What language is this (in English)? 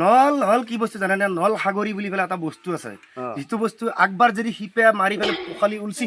Assamese